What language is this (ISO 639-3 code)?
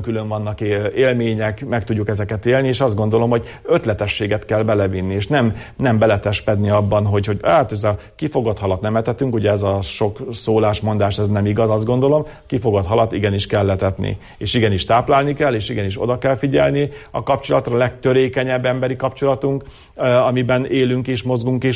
hun